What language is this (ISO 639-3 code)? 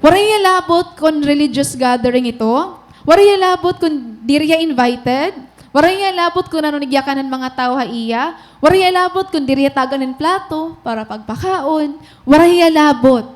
war